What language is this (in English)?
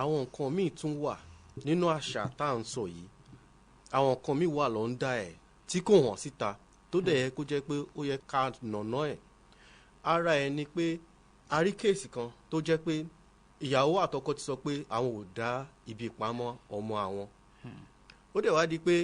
Yoruba